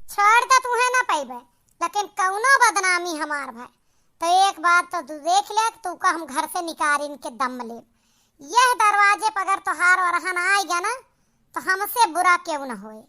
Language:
Awadhi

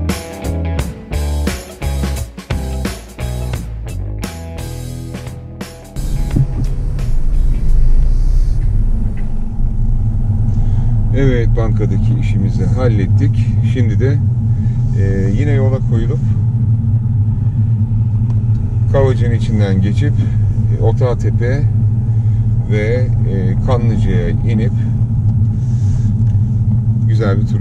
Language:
Turkish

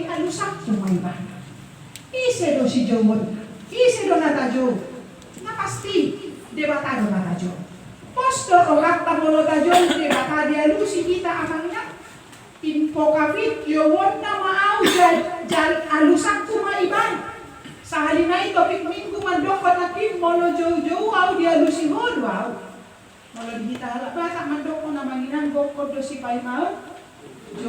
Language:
Batak Toba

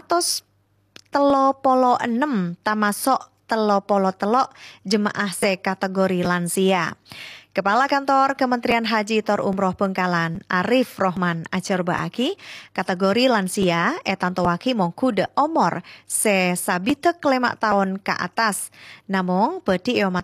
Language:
Madurese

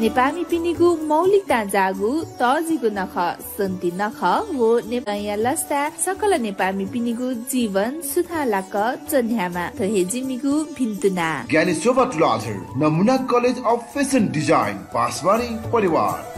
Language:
Newari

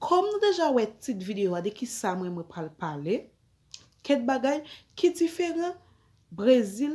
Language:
Haitian Creole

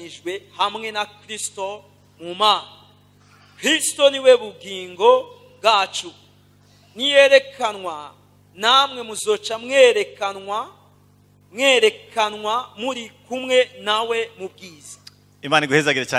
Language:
Rundi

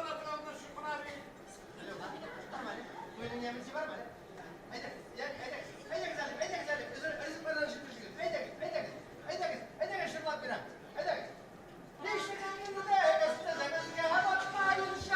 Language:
Tatar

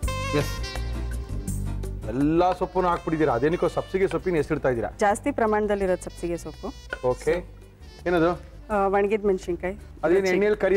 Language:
Kannada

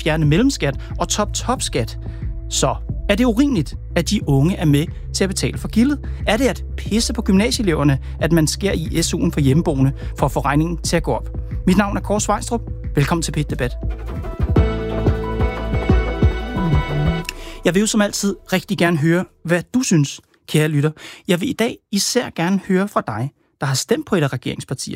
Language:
Danish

